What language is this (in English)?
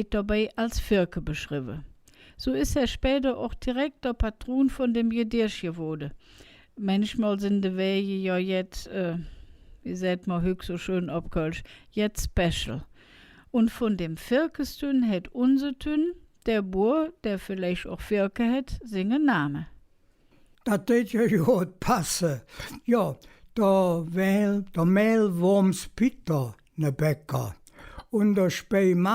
Colognian